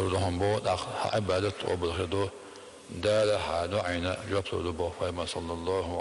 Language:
Chechen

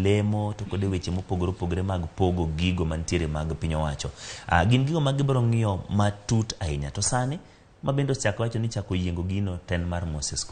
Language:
Luo (Kenya and Tanzania)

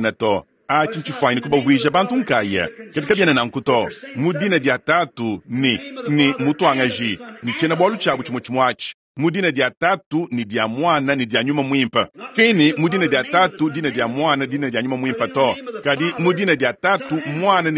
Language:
Luba-Lulua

